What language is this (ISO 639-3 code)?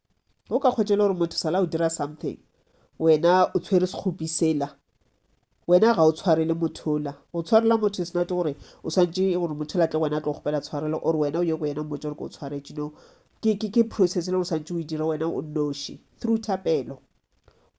nso